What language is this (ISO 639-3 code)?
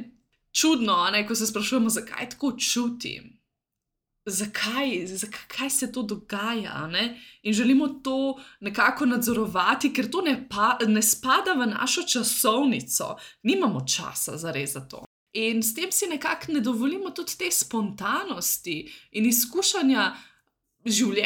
slv